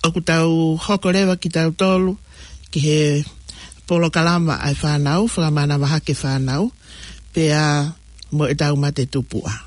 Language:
Tongan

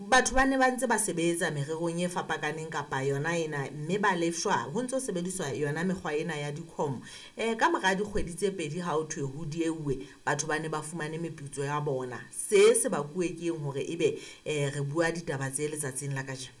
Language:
Southern Sotho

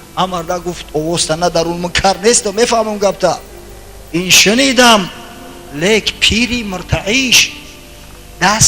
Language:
Tajik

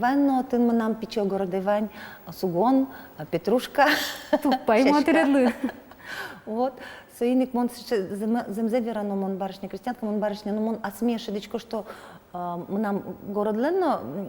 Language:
Udmurt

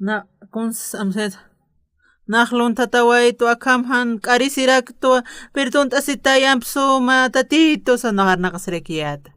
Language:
Aymara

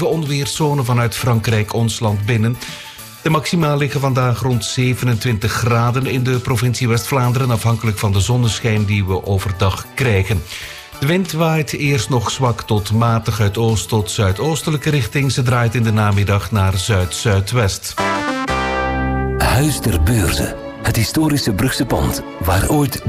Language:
Dutch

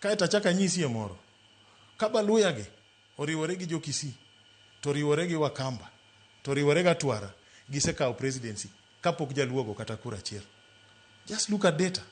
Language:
Luo (Kenya and Tanzania)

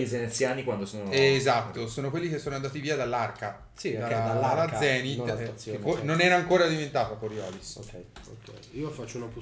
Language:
Italian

